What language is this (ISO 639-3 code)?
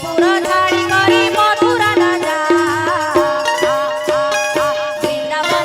hne